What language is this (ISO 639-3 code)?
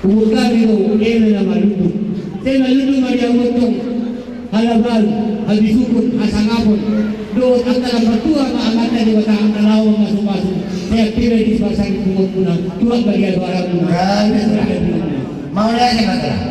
bbc